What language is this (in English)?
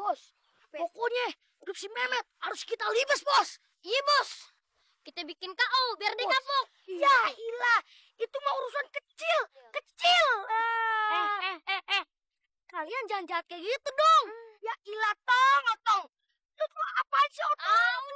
Betawi